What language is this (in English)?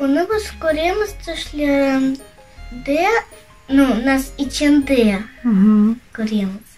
Crimean Tatar